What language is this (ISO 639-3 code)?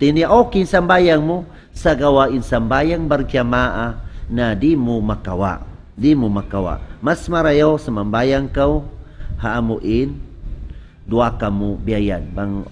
tsg